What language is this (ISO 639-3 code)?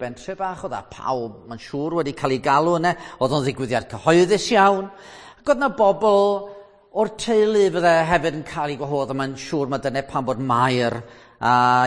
cym